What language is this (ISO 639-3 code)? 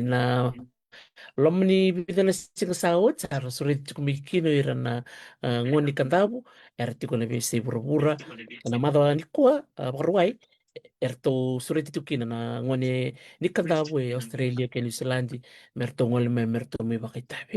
fij